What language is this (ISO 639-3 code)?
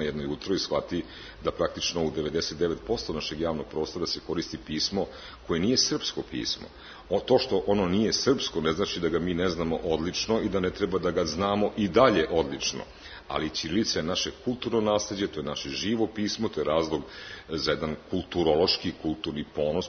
srp